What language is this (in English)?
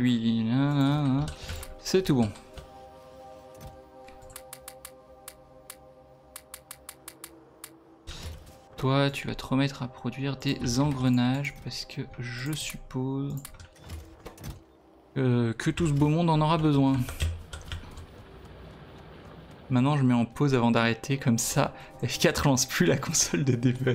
French